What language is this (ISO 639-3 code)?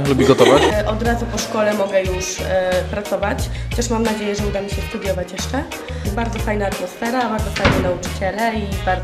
pol